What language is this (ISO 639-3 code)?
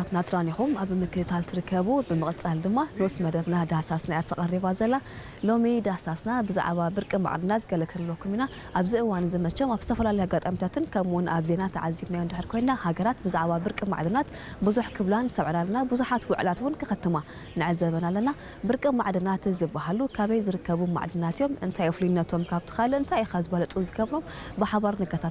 tir